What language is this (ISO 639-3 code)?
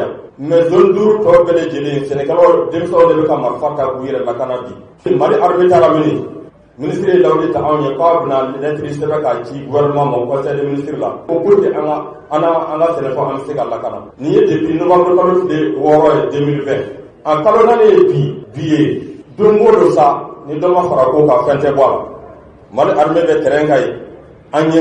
bam